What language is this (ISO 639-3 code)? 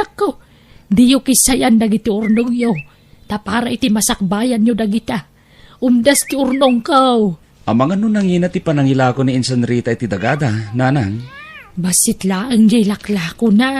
ilo